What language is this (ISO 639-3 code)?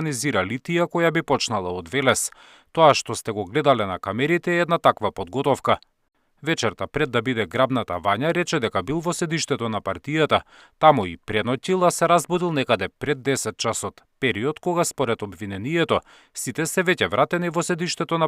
mkd